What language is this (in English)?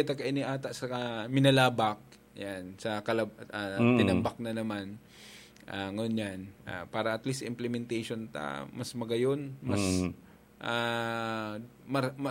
Bikol